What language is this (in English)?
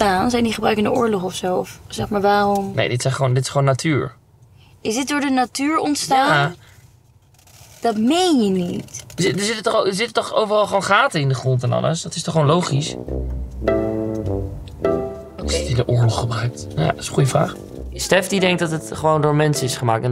Dutch